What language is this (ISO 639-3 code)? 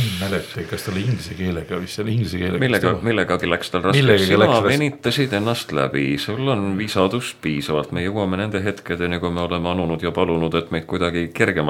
est